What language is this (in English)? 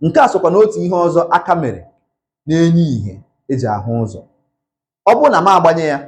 Igbo